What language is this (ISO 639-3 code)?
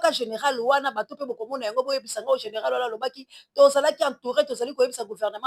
lin